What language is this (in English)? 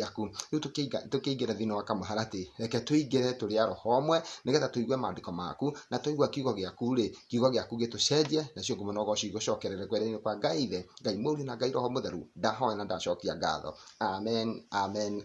Kikuyu